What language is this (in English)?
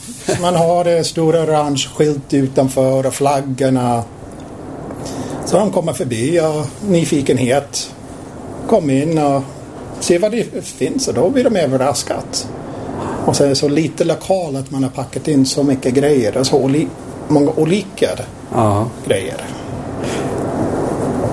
Swedish